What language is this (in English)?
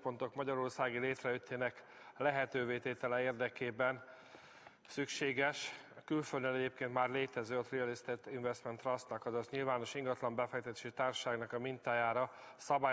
Hungarian